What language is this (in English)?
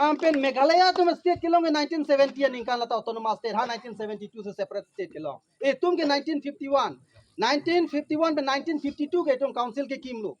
Karbi